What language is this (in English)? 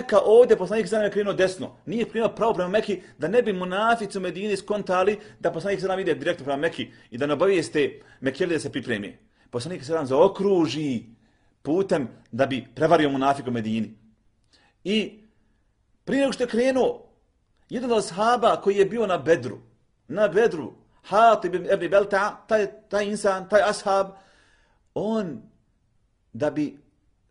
Bosnian